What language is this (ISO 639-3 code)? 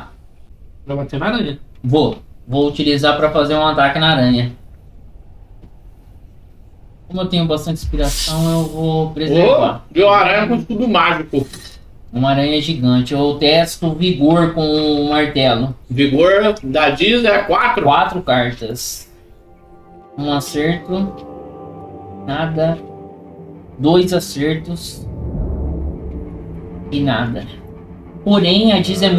por